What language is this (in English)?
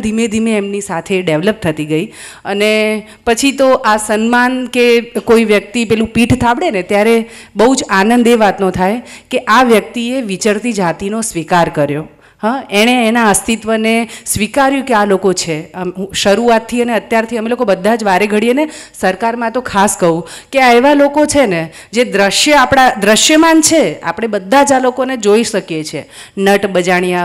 Gujarati